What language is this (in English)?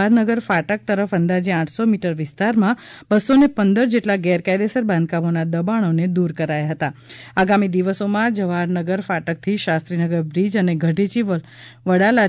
Gujarati